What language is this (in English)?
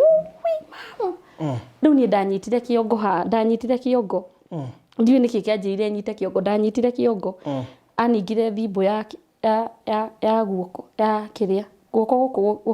Kikuyu